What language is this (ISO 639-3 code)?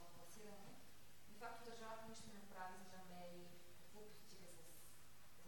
bul